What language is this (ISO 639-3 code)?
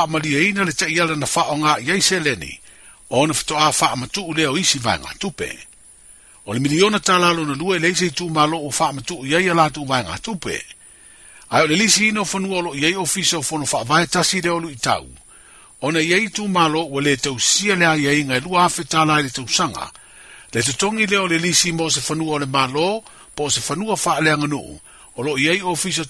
smo